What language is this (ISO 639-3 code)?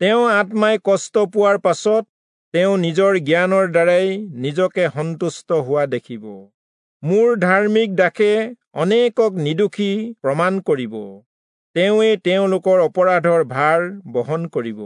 asm